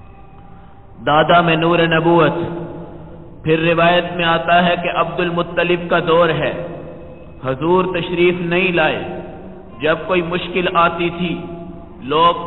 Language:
Urdu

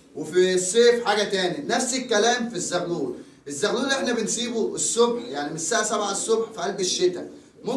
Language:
Egyptian Arabic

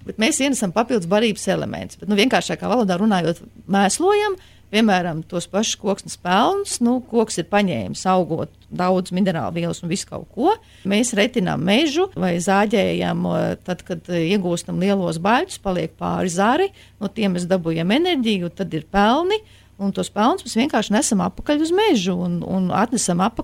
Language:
Latvian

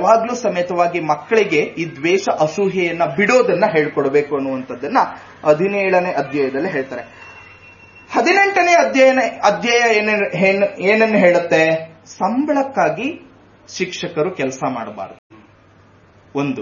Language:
Kannada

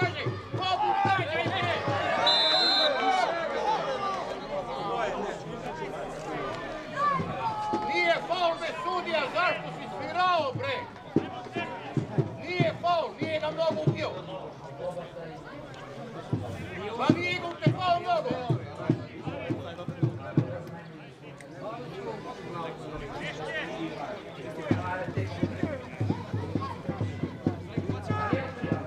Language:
Serbian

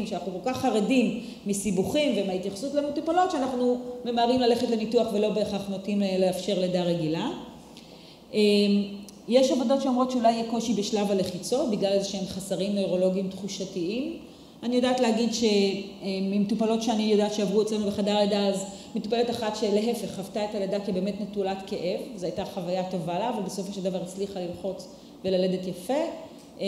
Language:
Hebrew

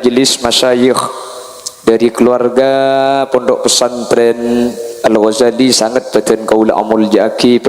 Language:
Madurese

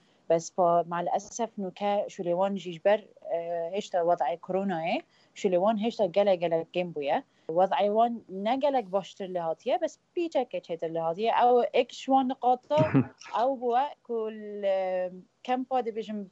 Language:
Kurdish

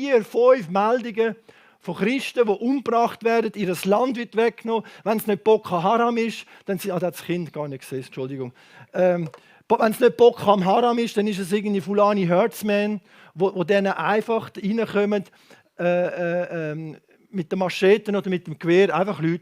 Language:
Swiss German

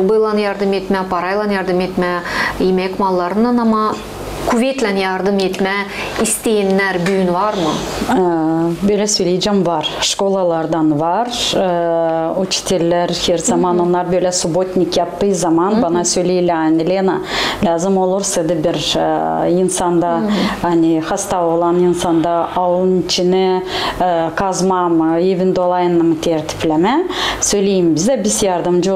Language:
Gagauz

